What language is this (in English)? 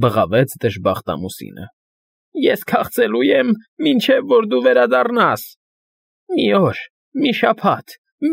Armenian